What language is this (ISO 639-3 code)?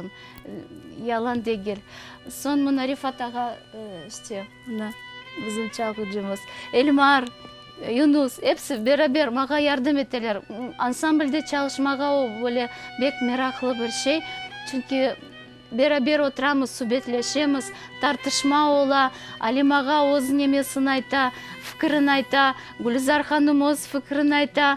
crh